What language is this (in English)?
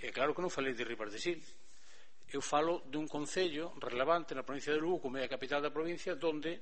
Galician